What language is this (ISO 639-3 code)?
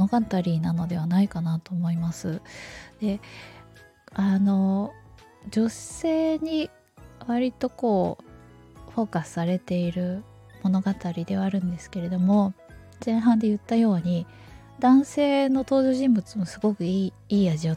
jpn